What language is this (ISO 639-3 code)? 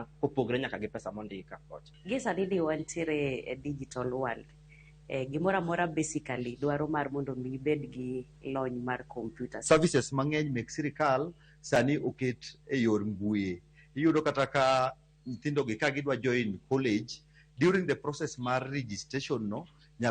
luo